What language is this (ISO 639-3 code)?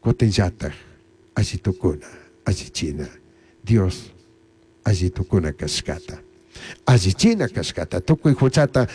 qug